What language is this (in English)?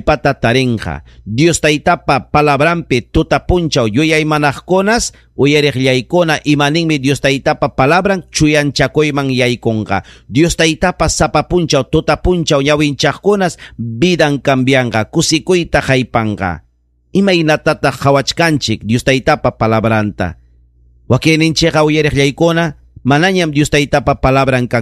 Ayacucho Quechua